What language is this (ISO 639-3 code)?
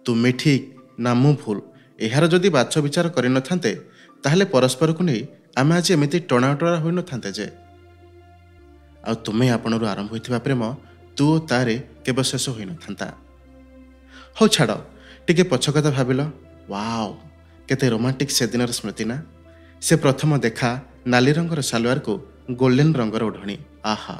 ori